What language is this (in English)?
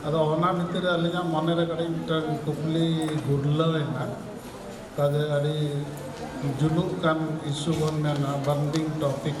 Santali